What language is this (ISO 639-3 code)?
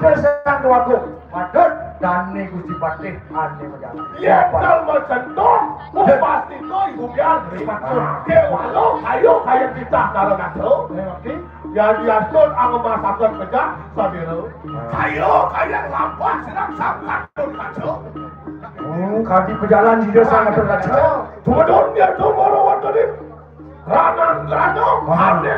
ban